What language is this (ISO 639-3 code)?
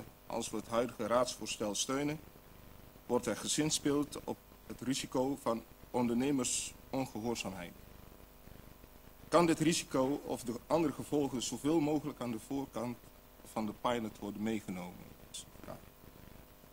nld